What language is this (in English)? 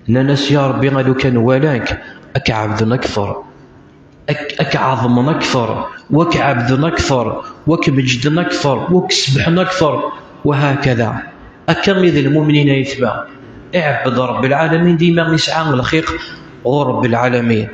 Kabyle